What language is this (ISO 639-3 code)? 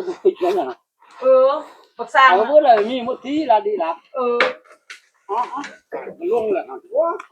tts